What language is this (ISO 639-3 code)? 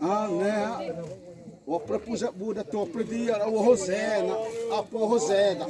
xav